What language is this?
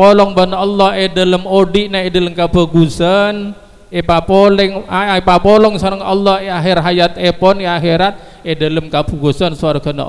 Madurese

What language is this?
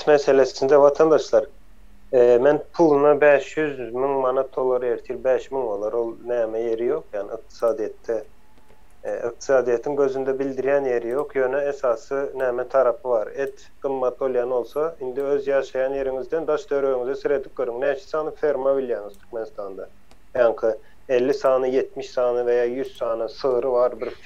Turkmen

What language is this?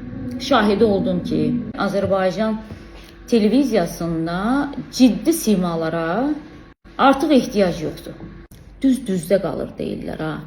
Azerbaijani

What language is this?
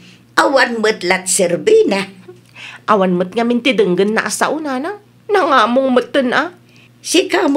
Iloko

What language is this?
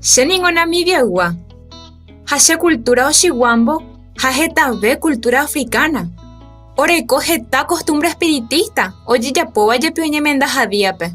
Guarani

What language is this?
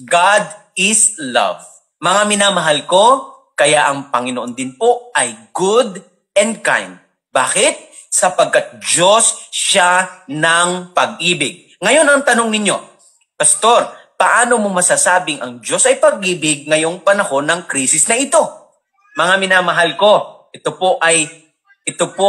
Filipino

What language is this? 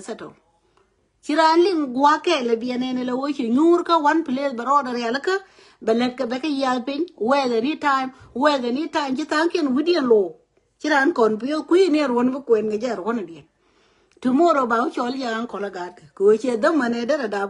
Nuer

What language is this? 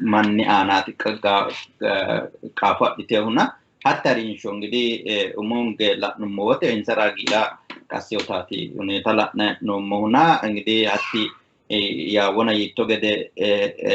Sidamo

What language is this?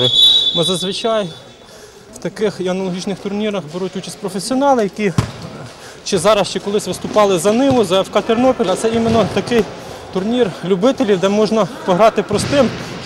Ukrainian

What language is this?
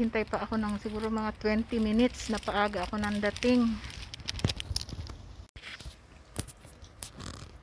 Filipino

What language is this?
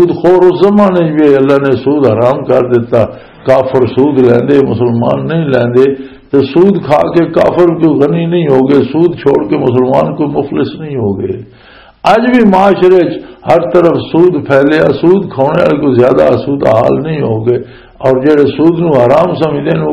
Western Panjabi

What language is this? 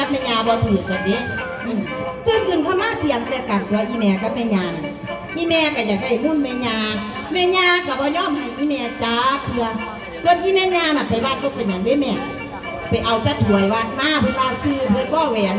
Lao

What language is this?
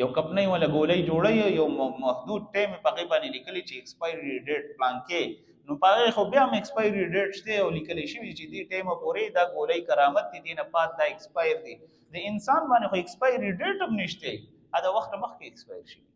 Pashto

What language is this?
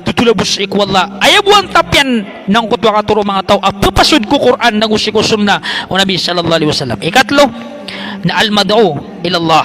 Maranao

